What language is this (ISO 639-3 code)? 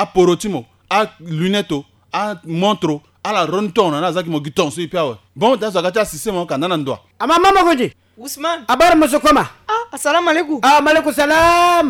sag